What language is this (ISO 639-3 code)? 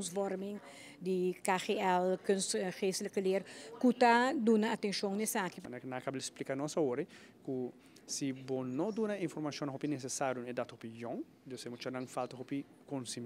pap